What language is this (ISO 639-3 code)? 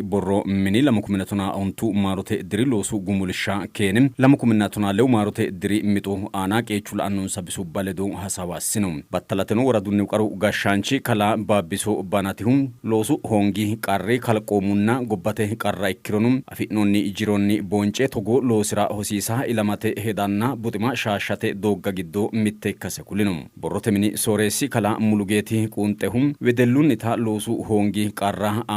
sid